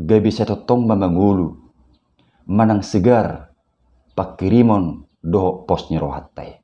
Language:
Batak Toba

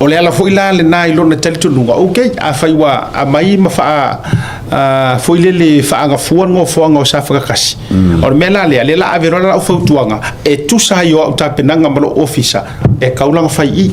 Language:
Samoan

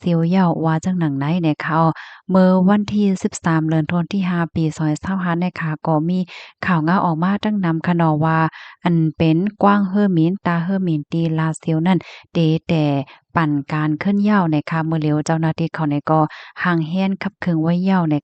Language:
Shan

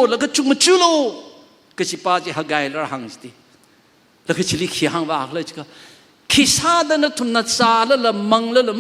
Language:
Tangkhul Naga (India)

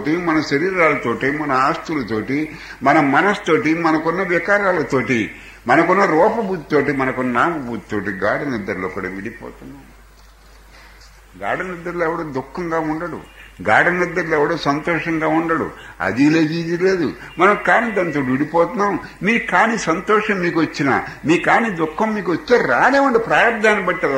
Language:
Telugu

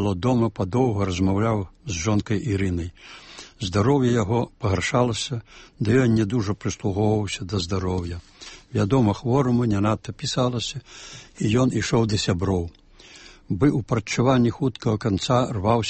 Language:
Belarusian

